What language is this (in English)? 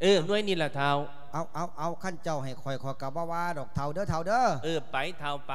Lao